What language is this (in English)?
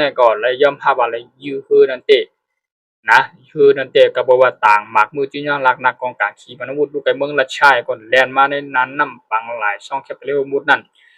Shan